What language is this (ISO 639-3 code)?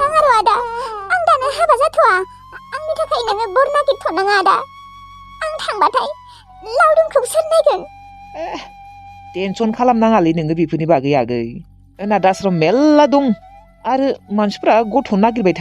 brx